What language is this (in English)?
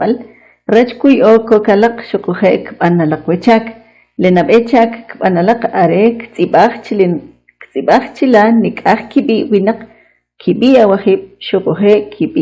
Kʼicheʼ